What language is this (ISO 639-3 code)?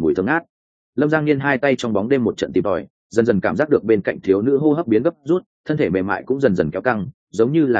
vie